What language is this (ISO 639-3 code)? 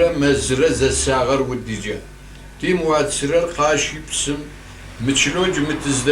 kbd